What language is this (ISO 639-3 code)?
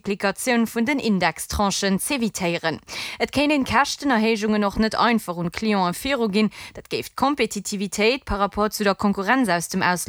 ltz